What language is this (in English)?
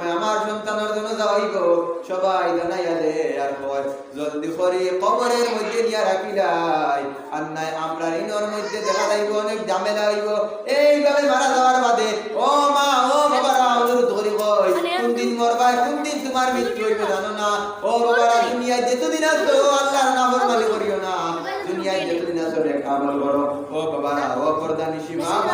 Sylheti